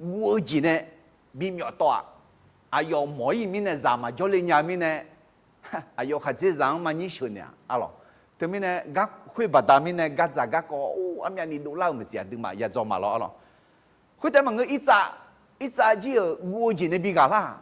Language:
Akha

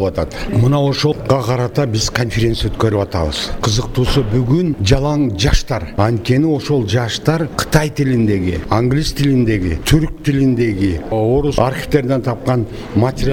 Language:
Kyrgyz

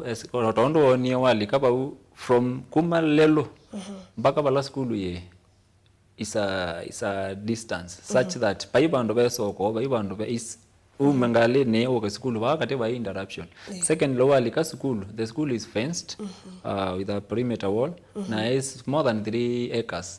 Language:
Kamba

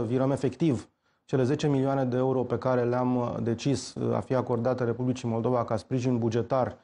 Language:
Romanian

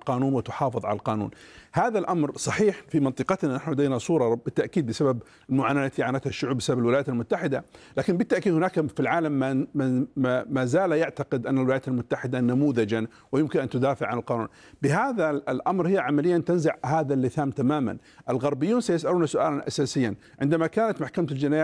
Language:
Arabic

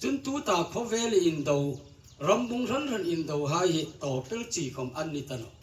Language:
Hmar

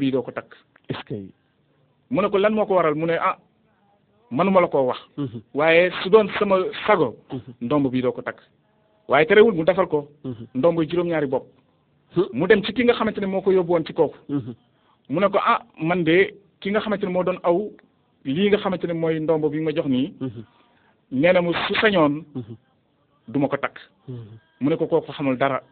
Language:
Wolof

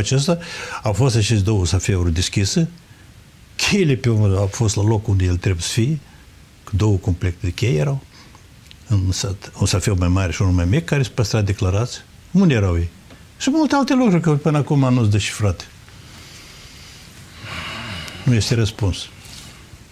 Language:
Romanian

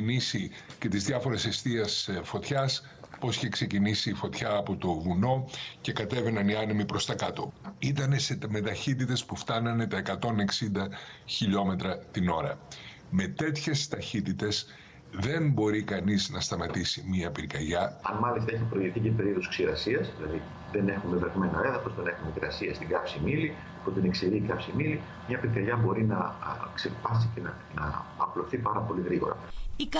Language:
Greek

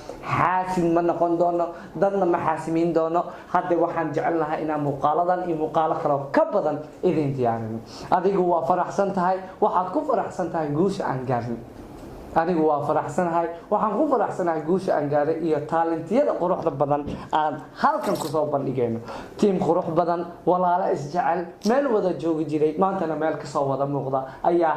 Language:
Somali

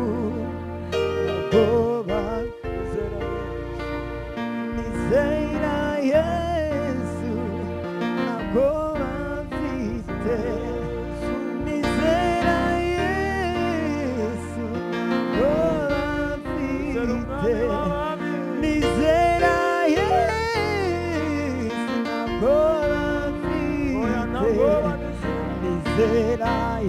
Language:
Kinyarwanda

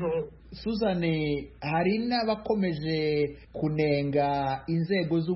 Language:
Kinyarwanda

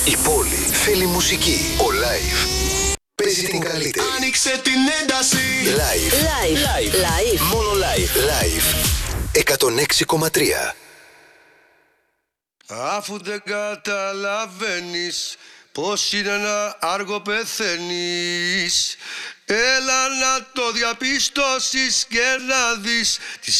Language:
Greek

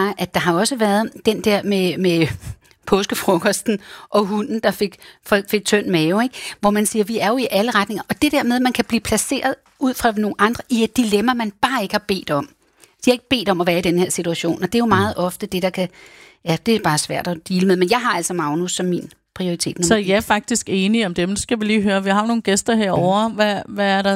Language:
Danish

